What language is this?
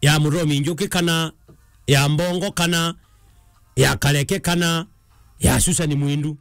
Meru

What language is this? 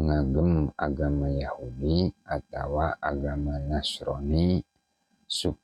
Sundanese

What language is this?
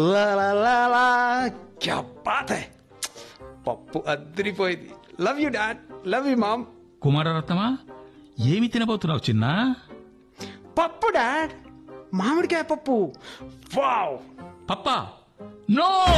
Telugu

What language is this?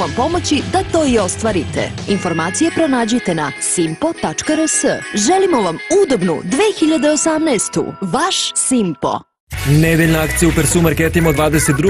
Serbian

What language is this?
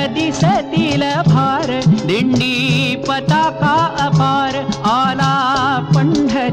Marathi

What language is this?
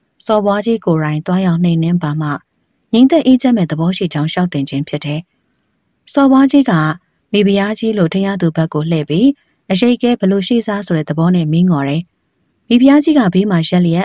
Burmese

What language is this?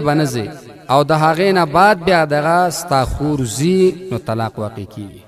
Pashto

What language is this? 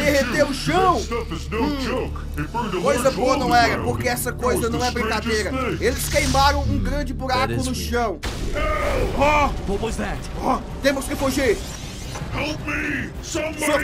Portuguese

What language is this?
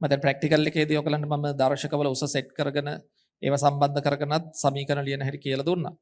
Sinhala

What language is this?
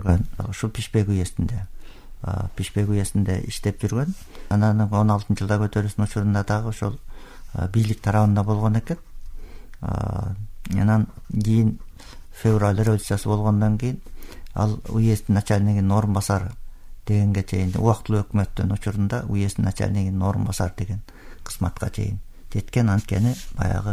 Kyrgyz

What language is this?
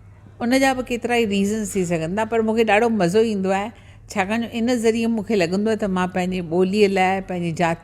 Sindhi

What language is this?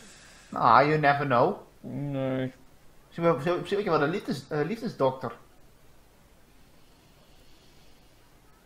Dutch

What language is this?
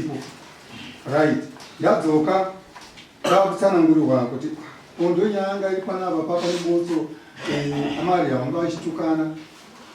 Shona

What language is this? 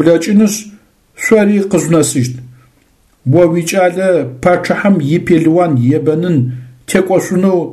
Adyghe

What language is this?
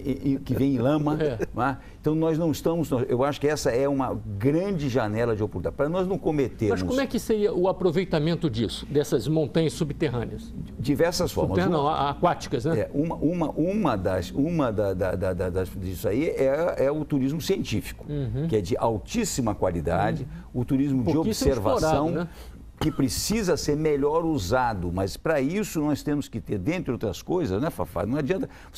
Portuguese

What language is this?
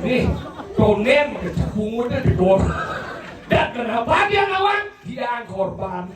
Balinese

